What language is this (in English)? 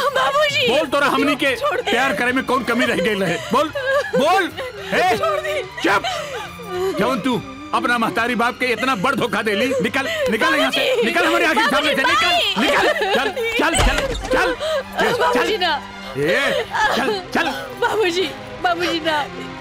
Bhojpuri